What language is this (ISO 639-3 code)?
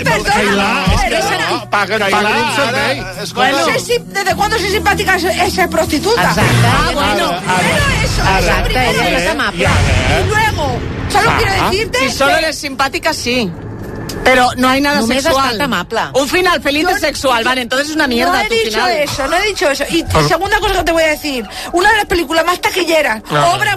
cat